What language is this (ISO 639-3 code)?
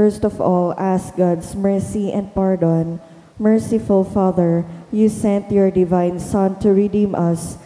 bik